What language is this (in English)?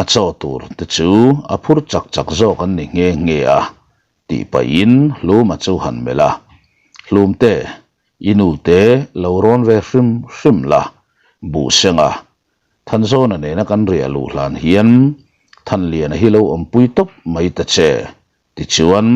Mizo